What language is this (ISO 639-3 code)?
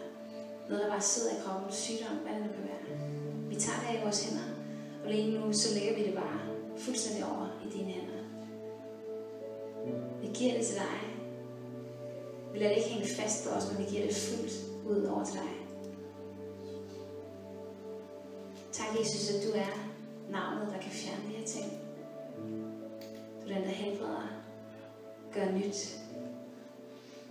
dan